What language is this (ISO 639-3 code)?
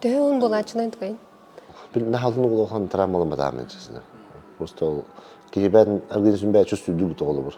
sah